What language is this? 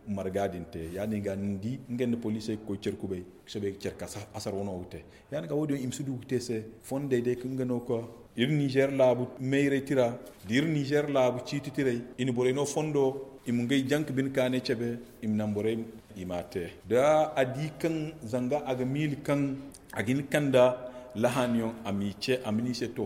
Zarma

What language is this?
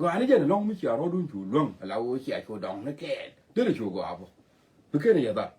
Nuer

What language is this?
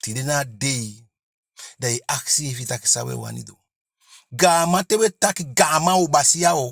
Eastern Maroon Creole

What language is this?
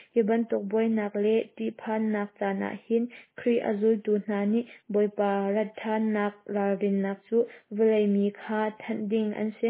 Hakha Chin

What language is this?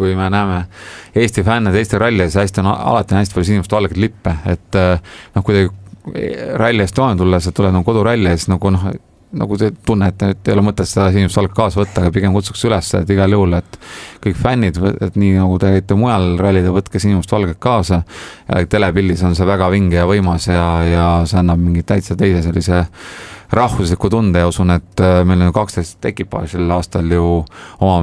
Estonian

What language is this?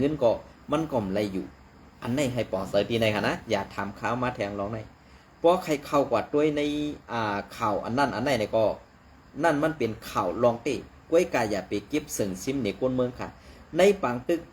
Shan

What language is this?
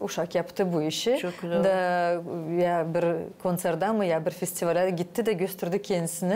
Gagauz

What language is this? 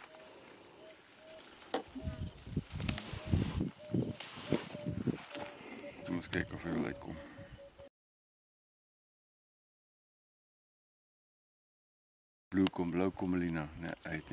Afrikaans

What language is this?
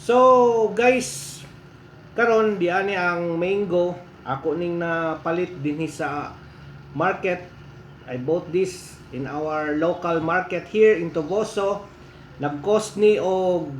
Cebuano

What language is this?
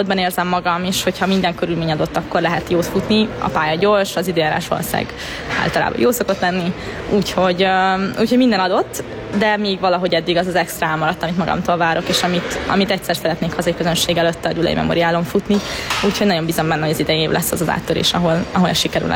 Hungarian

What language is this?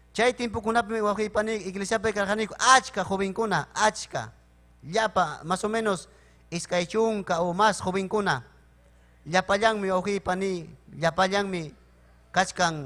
Ayacucho Quechua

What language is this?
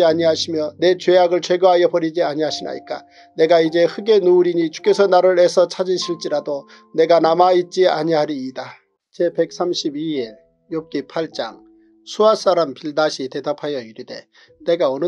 Korean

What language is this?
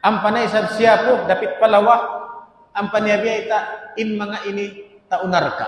Tausug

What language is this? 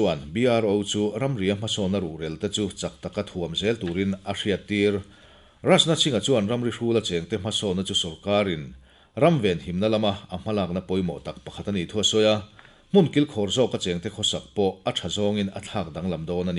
Mizo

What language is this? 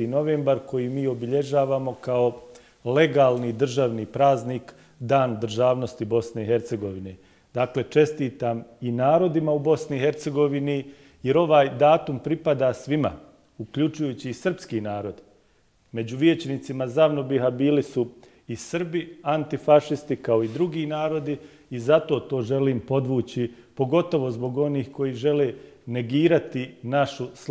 Bosnian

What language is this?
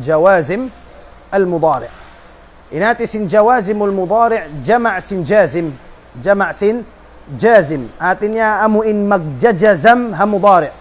Tausug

